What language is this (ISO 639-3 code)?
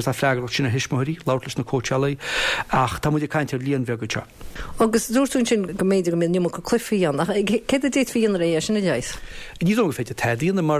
gle